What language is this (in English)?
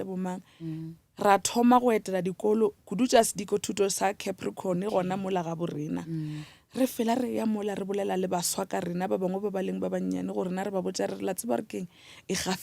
Northern Sotho